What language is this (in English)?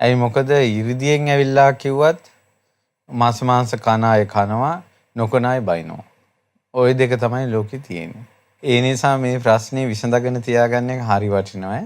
Sinhala